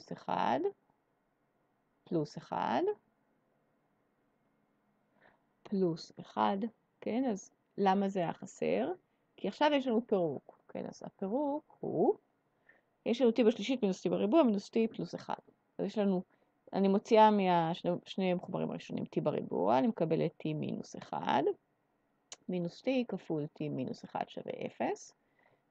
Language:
Hebrew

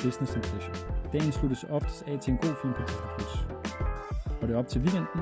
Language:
Danish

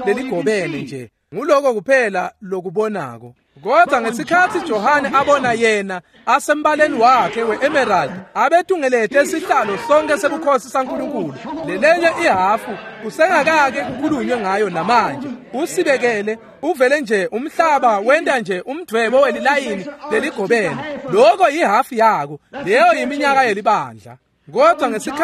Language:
Swati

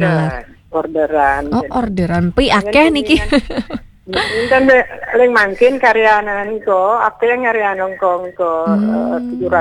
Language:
Balinese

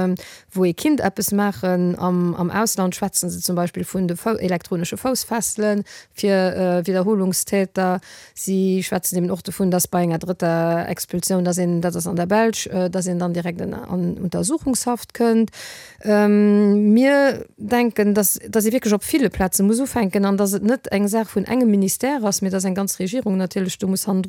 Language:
Luxembourgish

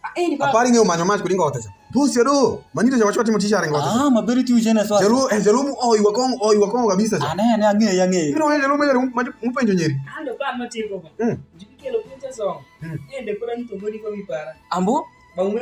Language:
Alur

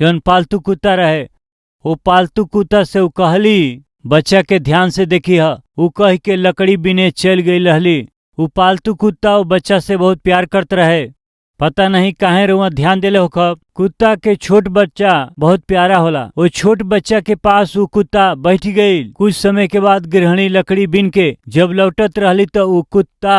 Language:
Bhojpuri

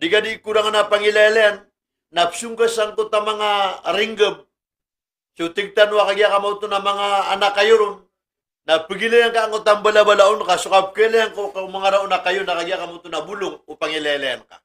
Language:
Maranao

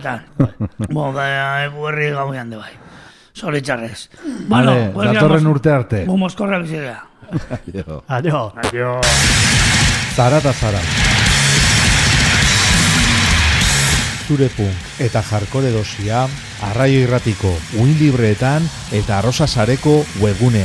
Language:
Basque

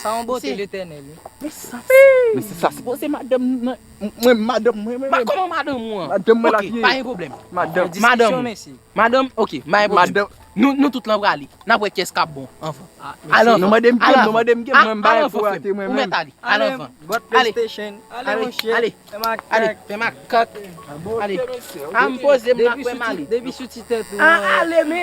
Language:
Haitian Creole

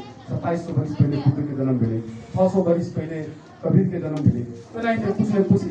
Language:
Magahi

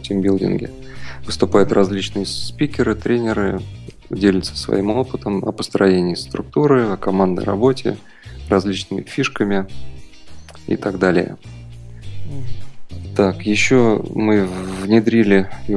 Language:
Russian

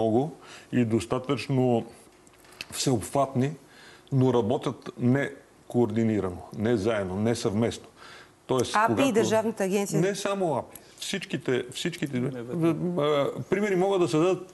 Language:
Bulgarian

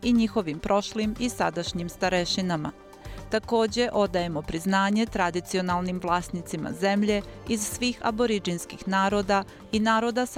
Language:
Bosnian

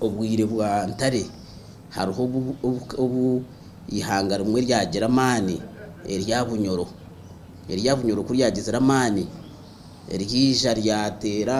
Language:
Nyankole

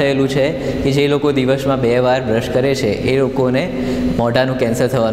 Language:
Gujarati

